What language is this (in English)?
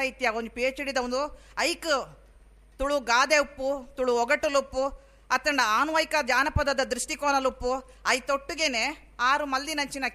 Tulu